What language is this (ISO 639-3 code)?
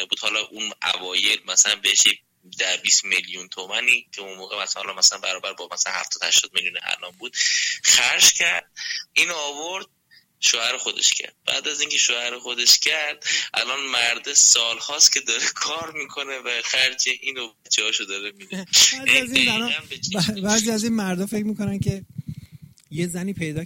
fas